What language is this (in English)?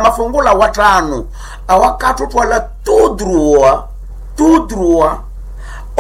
Nande